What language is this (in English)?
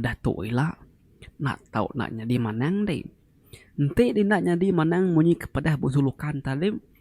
Iban